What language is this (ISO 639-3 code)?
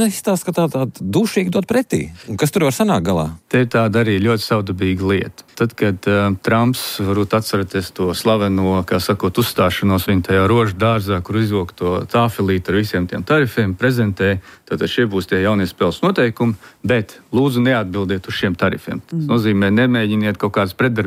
lav